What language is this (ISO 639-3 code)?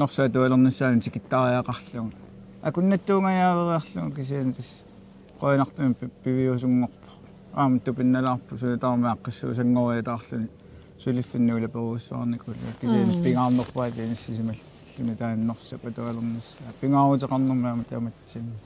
kal